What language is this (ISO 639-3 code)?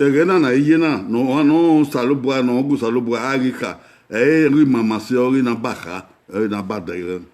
bin